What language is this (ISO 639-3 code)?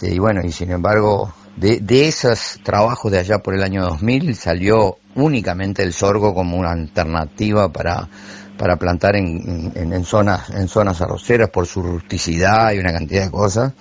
spa